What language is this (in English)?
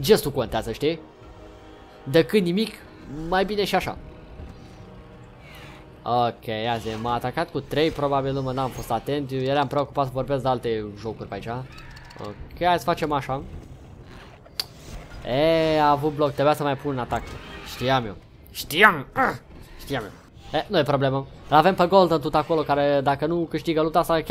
Romanian